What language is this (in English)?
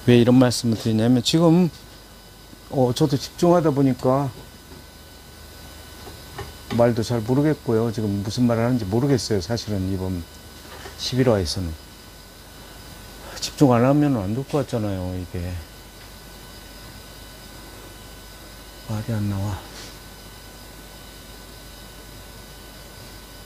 Korean